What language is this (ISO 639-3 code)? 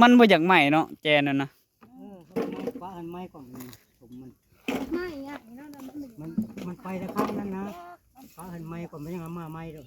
tts